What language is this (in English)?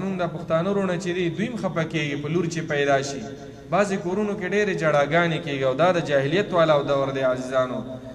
Pashto